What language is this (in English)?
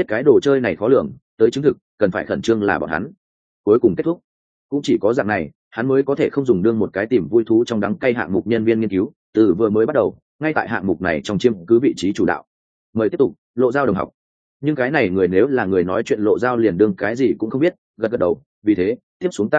Vietnamese